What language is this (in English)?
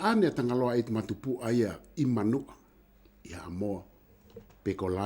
Tongan